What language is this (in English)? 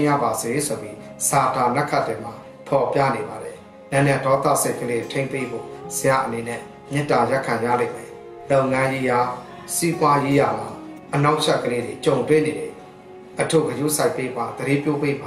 Burmese